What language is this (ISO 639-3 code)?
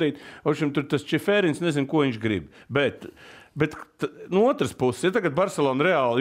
lav